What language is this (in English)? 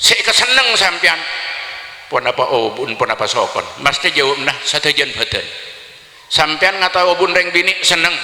Madurese